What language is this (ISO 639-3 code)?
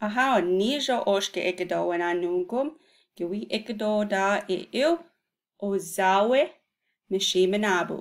ciw